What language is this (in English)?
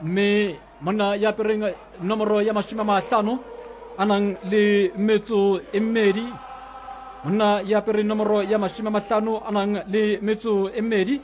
Southern Sotho